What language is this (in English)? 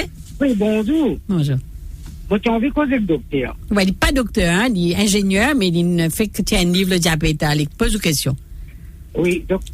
Morisyen